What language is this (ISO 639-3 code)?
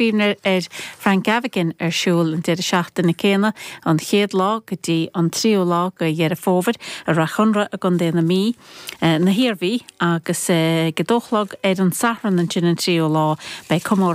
gle